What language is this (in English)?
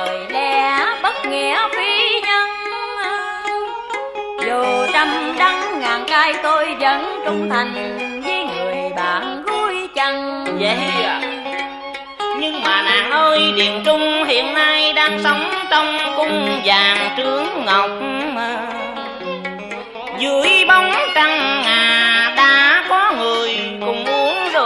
Vietnamese